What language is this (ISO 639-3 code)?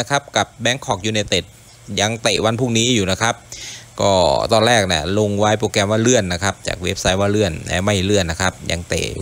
tha